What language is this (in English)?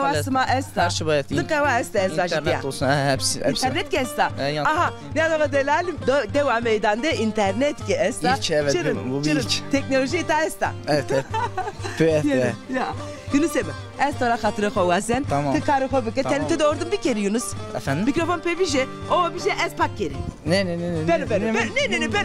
Zaza